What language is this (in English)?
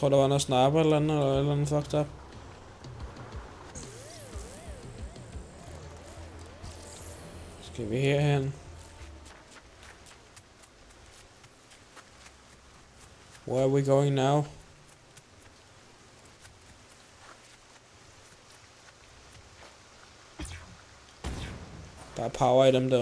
Danish